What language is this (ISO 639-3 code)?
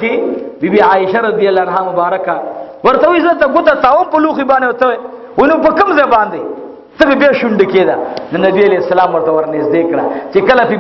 pus